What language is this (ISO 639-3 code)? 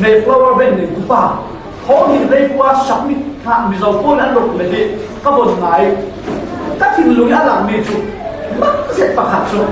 cfm